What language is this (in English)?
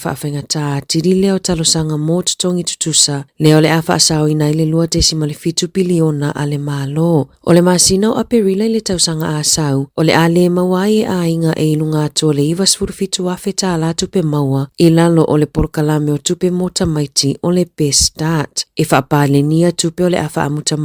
Samoan